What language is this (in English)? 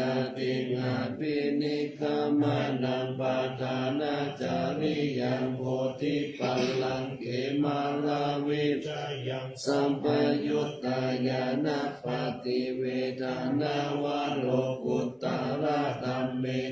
Pali